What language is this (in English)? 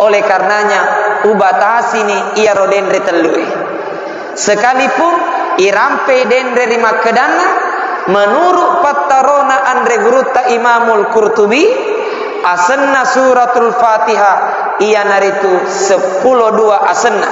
Buginese